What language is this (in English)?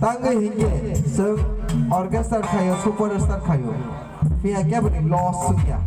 Kok Borok